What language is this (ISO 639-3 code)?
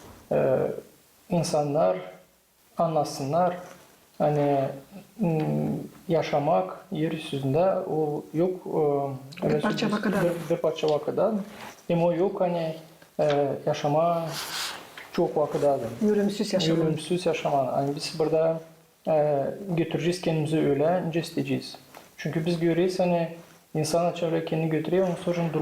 gag